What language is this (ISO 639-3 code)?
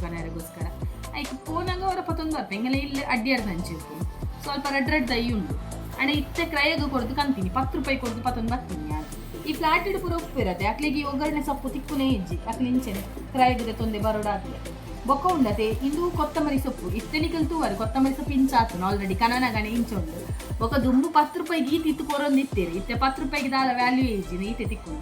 tcy